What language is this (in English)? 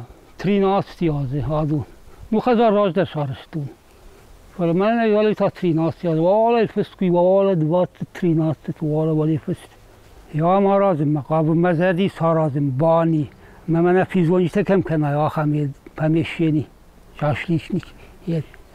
Ossetic